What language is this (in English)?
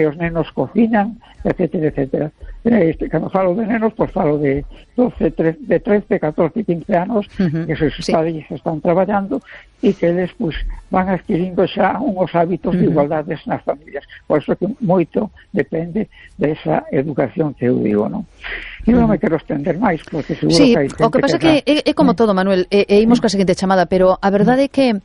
Galician